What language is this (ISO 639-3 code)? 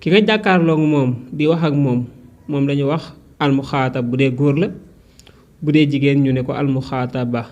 wol